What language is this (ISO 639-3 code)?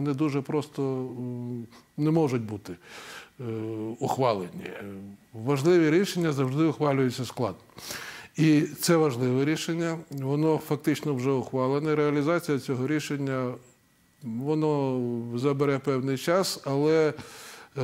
ukr